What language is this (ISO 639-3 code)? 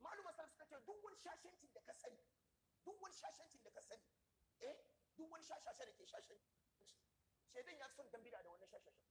hau